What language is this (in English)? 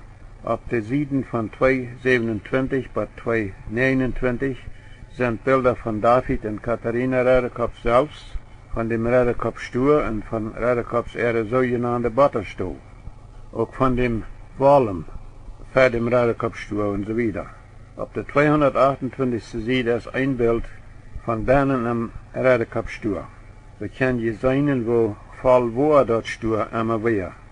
Plautdietsch